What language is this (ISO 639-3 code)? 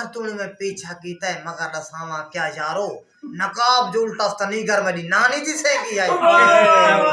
skr